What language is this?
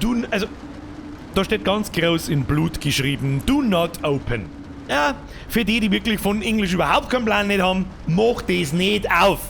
Bavarian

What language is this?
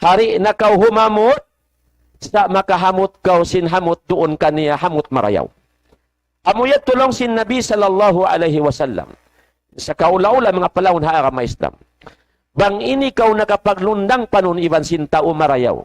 Tausug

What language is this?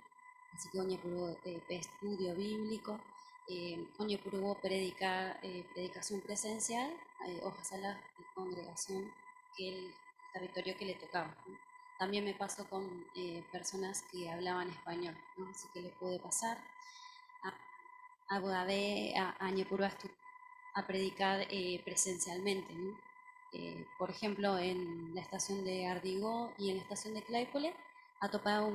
Guarani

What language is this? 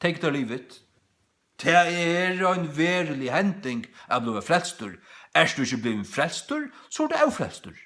Faroese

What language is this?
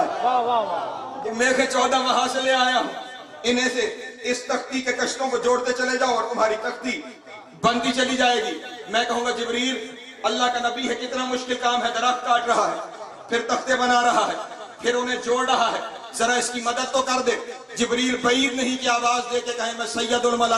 Urdu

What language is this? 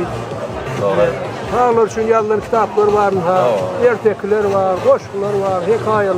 Turkmen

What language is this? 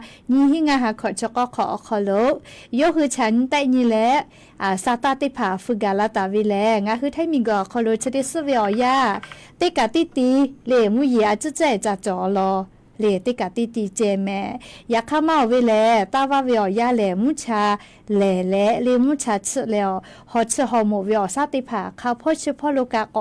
Lahu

